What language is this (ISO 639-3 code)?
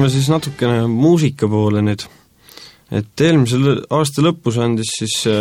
est